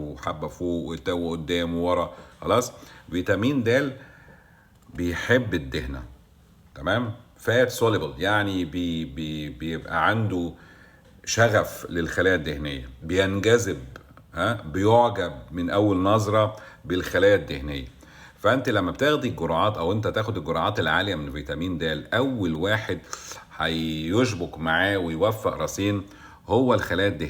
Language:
Egyptian Arabic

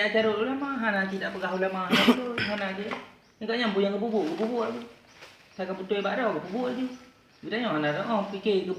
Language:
Achinese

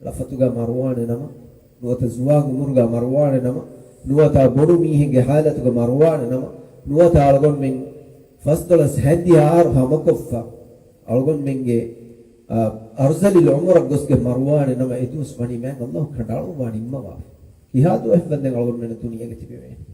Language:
Divehi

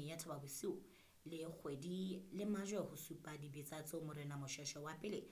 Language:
Southern Sotho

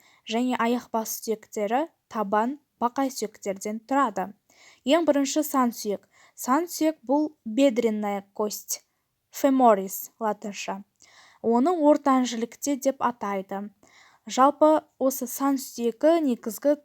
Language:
Kazakh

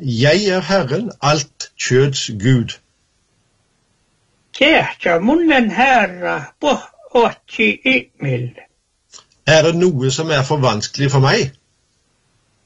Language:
Norwegian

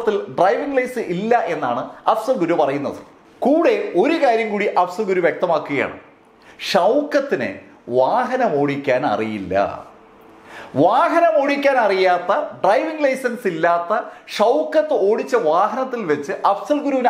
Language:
Malayalam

